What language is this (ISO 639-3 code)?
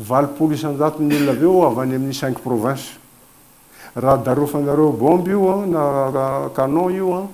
mlg